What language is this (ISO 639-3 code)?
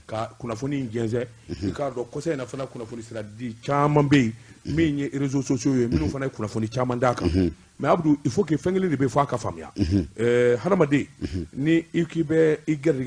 bam